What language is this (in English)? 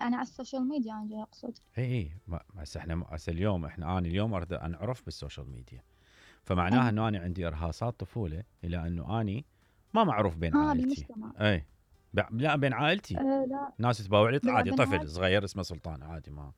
Mesopotamian Arabic